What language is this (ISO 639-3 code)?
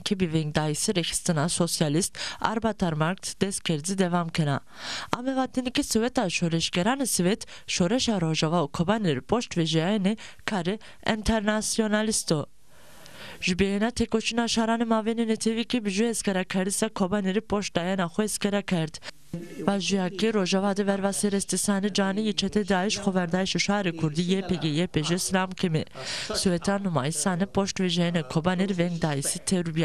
zza